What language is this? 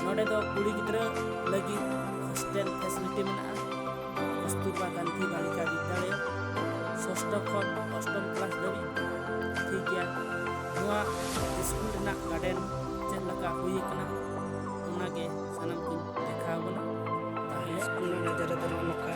Santali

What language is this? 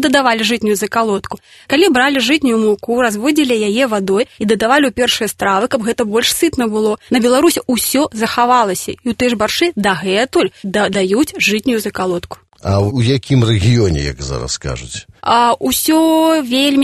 Belarusian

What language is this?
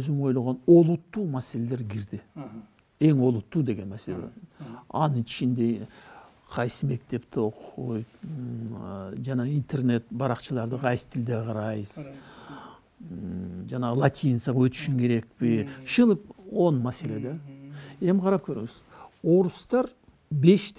Kyrgyz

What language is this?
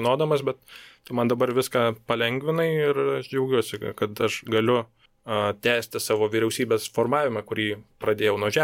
Lithuanian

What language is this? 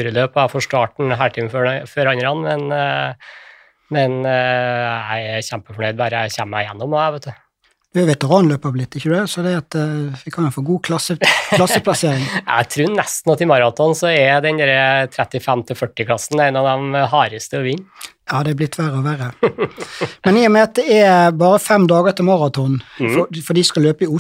Norwegian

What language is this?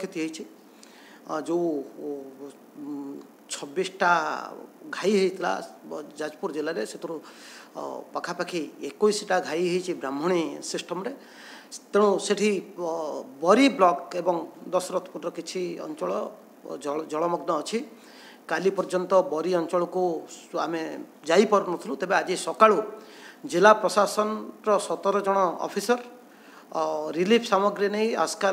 Odia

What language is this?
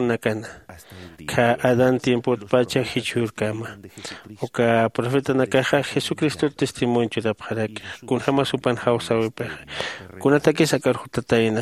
Aymara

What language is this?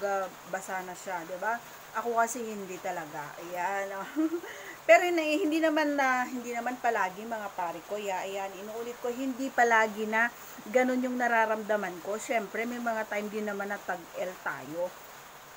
Filipino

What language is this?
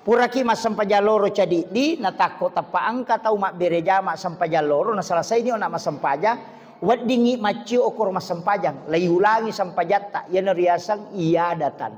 Buginese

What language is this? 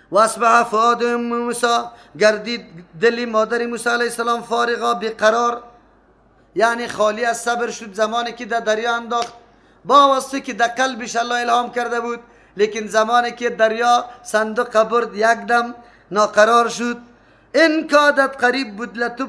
Persian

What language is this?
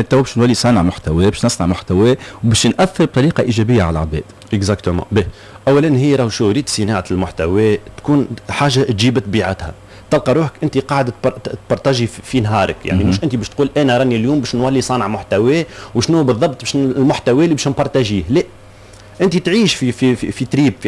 Tunisian Arabic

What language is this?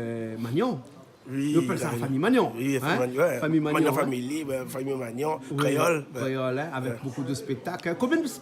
Réunion Creole French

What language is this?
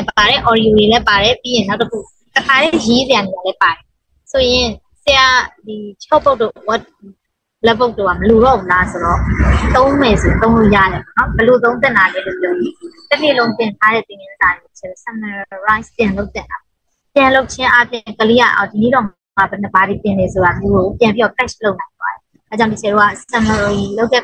Burmese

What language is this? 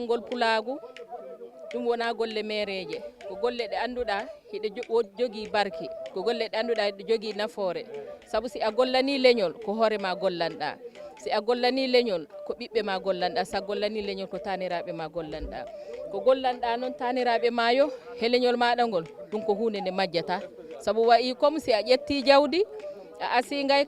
Fula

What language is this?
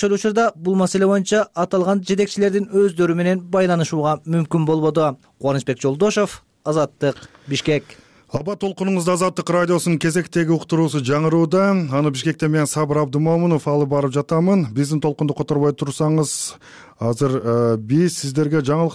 Kyrgyz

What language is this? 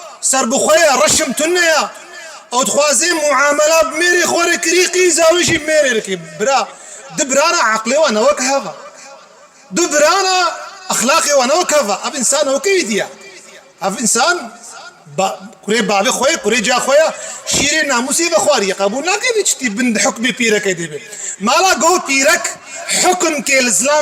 Kurdish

